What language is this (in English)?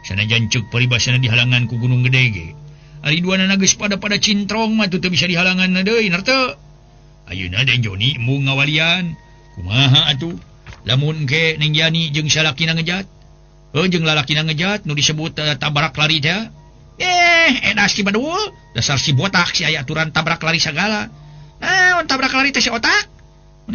Sundanese